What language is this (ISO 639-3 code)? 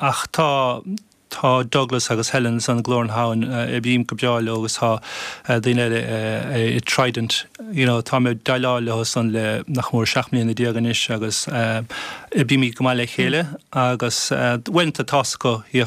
gle